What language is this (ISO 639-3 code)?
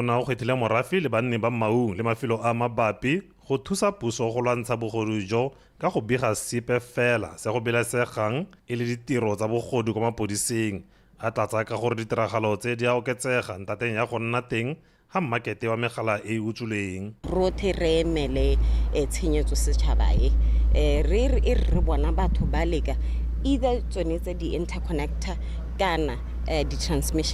tsn